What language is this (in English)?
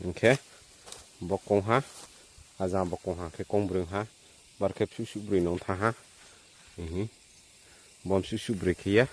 Riang (India)